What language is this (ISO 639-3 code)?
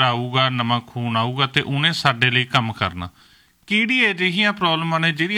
pan